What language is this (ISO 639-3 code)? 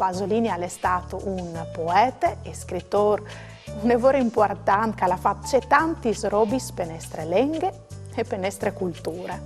fur